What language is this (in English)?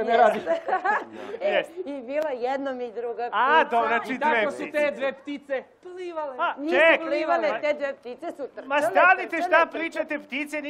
Serbian